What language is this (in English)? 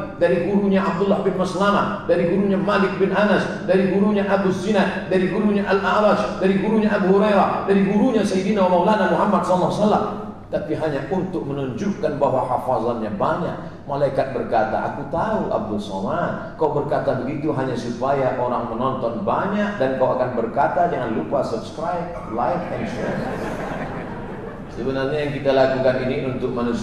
Malay